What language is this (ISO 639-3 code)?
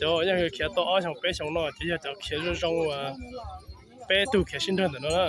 hmn